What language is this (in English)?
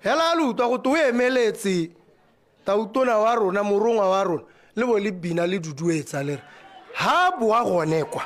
Tswana